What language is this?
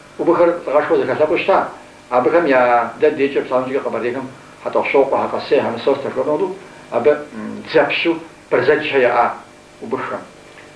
Kabardian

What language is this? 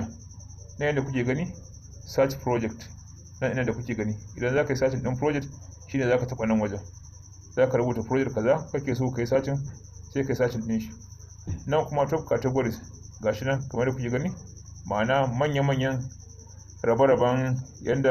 Hausa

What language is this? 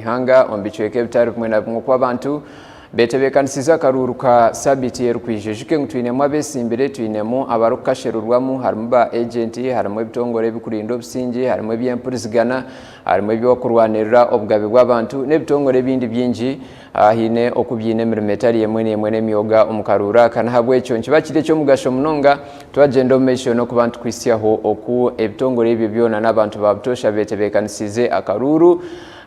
Nyankole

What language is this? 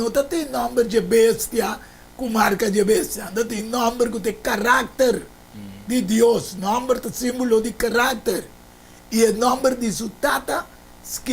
Papiamento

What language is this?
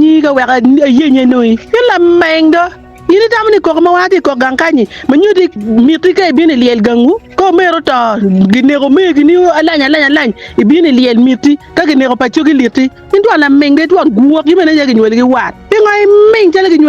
Acoli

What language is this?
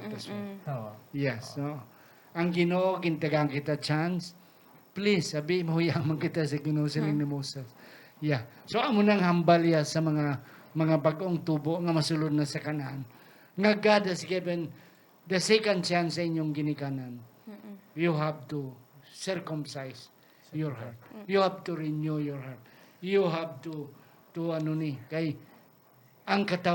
Hiligaynon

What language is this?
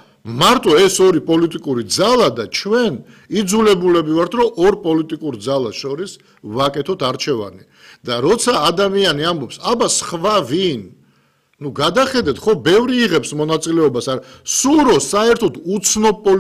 Georgian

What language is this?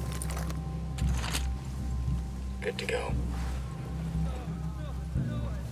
English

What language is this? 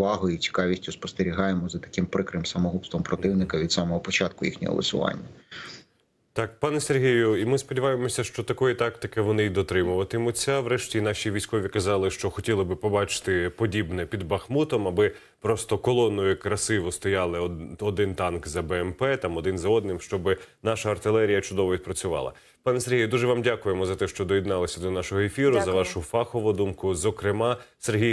Ukrainian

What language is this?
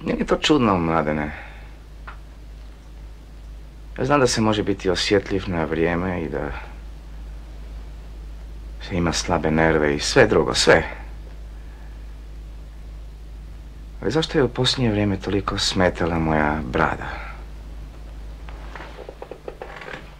Croatian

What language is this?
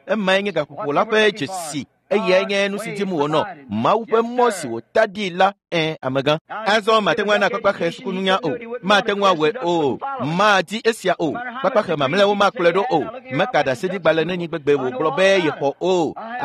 Ewe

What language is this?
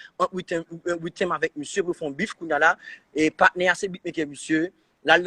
Haitian Creole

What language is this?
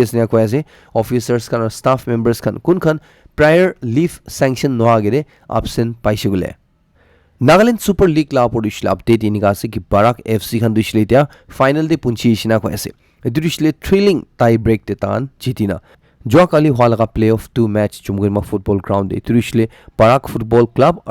Naga Pidgin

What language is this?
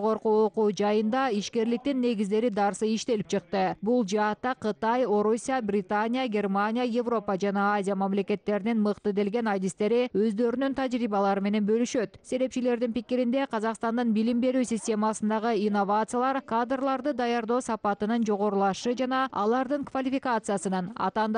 Kyrgyz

